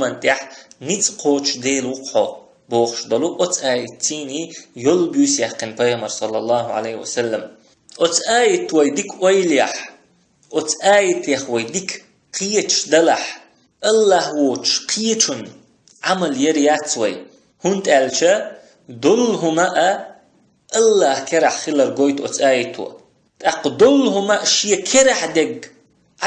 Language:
Chechen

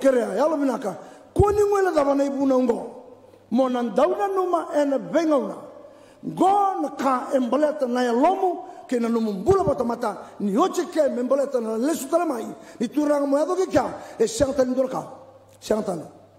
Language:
Fijian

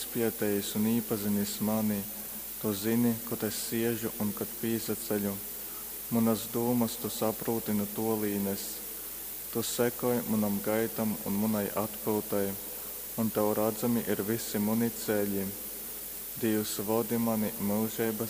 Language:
Latgalian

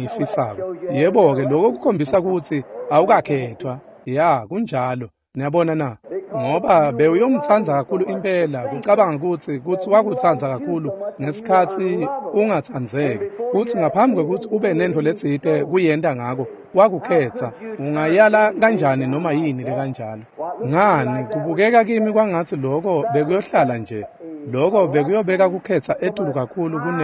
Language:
Swati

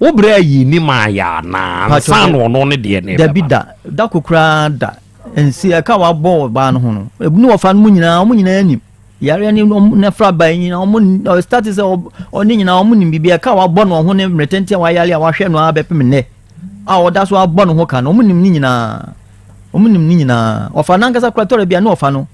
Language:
Akan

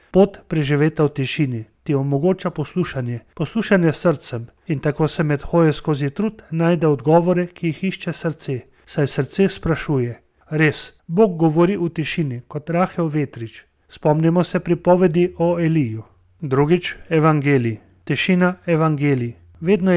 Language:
Slovenian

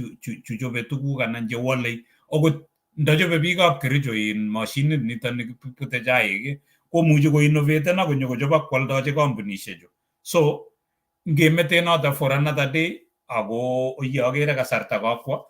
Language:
Kalenjin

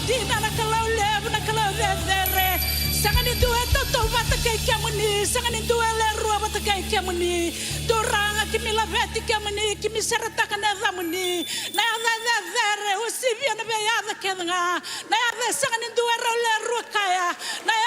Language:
Fijian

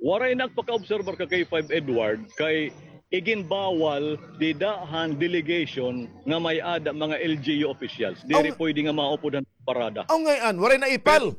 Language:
Waray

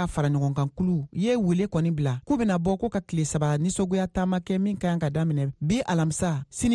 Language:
Bambara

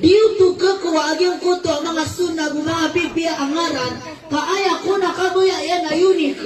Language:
Maranao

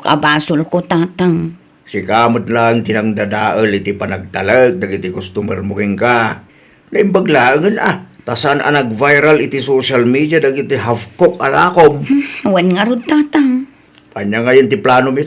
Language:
Iloko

